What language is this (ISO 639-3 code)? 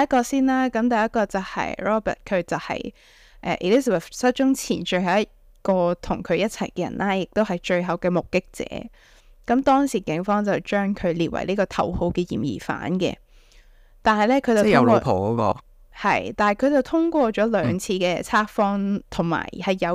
yue